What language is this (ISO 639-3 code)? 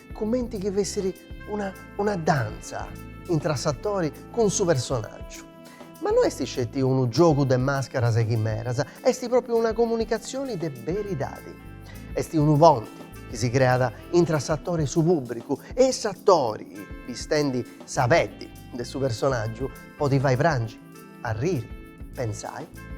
srd